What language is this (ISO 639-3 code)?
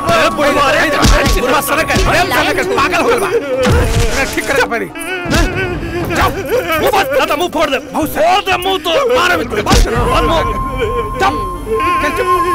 bho